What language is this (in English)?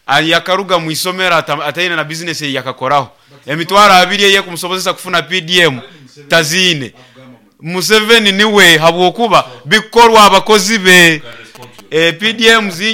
Nyoro